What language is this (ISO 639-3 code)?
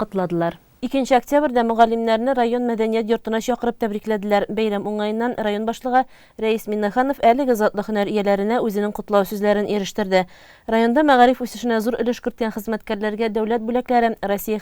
tat